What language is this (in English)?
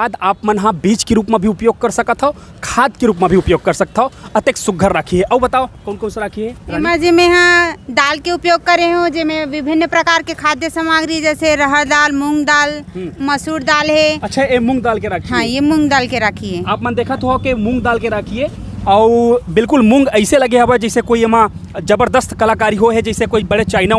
Chhattisgarhi